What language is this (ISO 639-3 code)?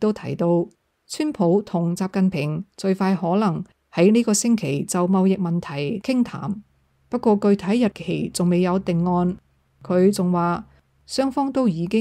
yue